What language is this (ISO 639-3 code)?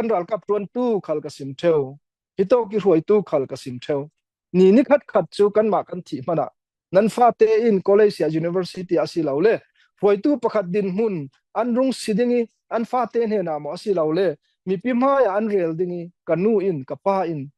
cfm